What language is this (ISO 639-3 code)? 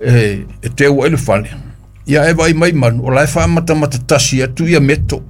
smo